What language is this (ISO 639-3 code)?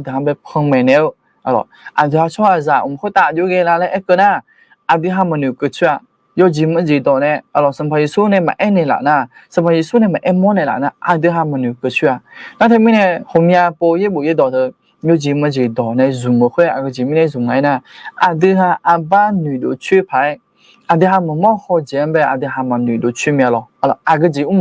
ahk